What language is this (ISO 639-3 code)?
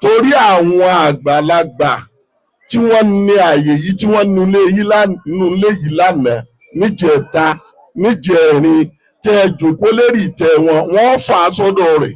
yor